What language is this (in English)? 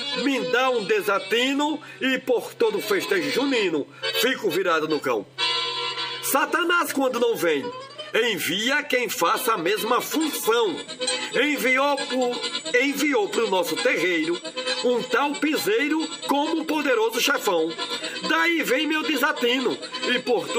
Portuguese